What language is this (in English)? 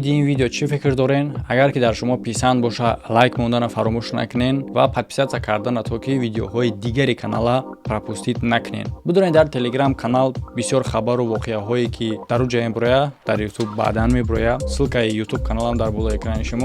Tajik